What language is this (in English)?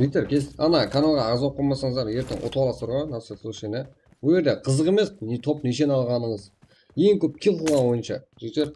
Kara-Kalpak